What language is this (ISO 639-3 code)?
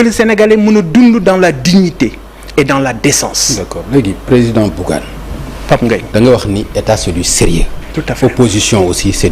wol